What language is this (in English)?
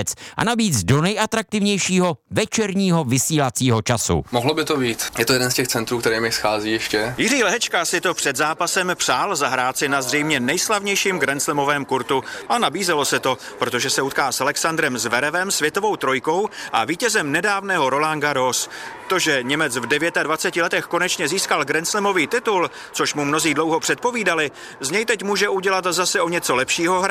Czech